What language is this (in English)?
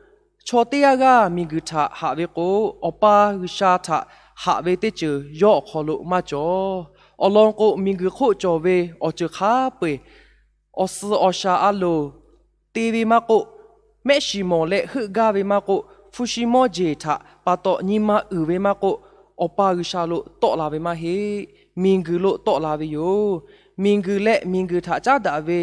Lahu